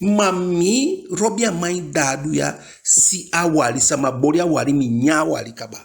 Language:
Eastern Maroon Creole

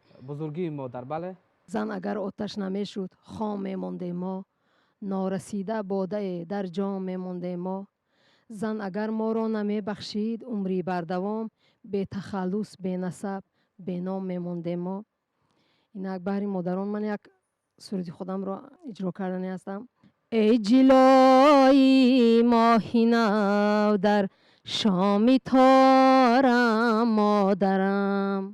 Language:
Tajik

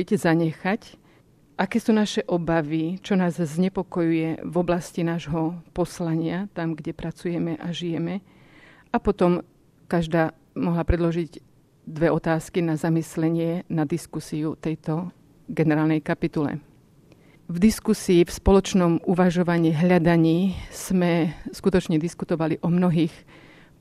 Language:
Slovak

